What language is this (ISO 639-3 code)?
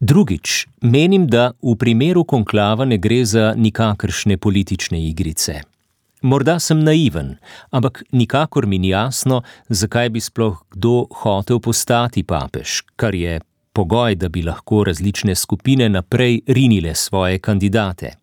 slv